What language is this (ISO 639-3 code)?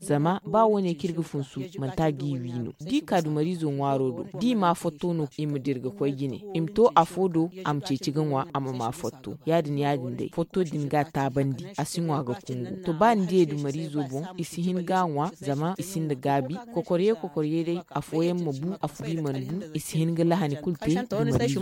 dje